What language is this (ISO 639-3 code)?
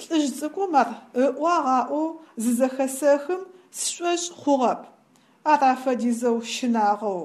ady